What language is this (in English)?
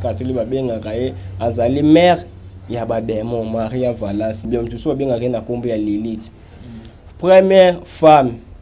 Lingala